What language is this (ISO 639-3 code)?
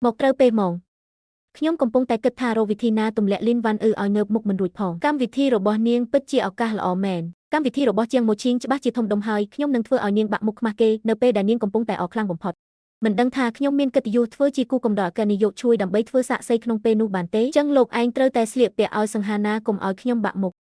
khm